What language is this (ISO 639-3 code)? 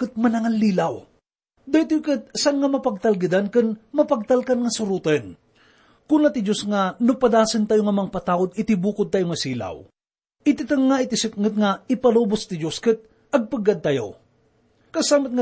ilo